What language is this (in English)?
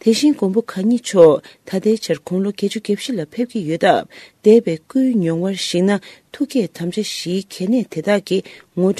Tibetan